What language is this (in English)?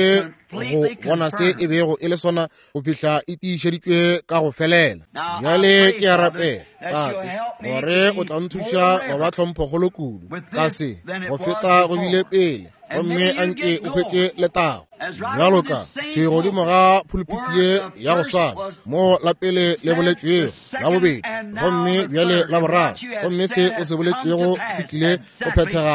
Northern Sotho